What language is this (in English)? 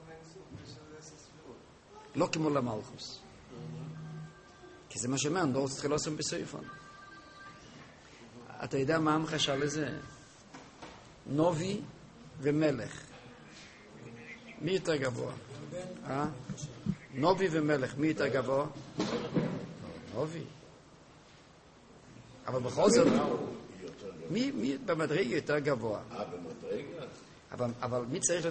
Hebrew